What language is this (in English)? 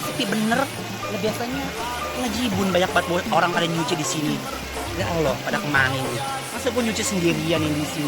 Betawi